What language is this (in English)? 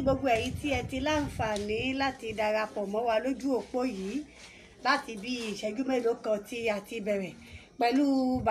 Yoruba